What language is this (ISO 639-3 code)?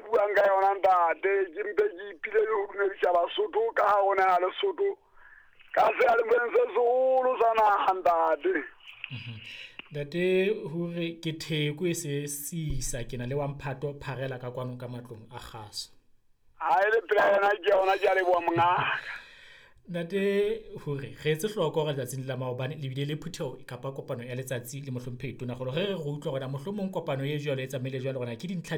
sot